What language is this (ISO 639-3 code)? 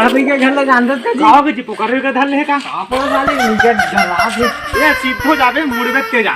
hne